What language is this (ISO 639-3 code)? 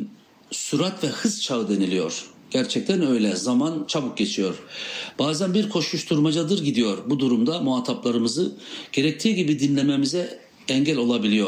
tur